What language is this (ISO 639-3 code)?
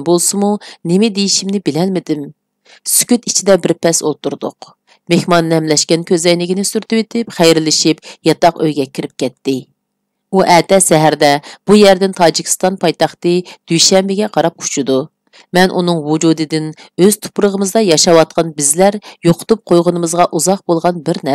uig